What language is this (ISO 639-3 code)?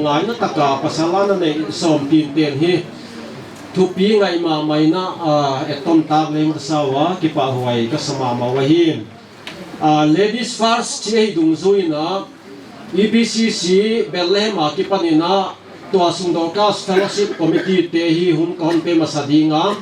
pck